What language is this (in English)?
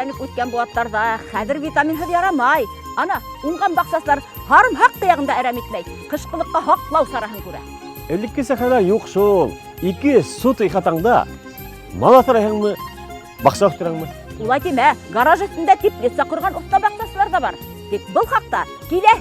Bashkir